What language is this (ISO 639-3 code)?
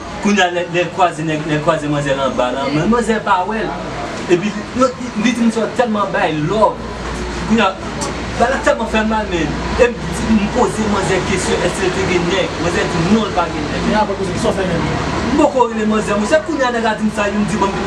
hat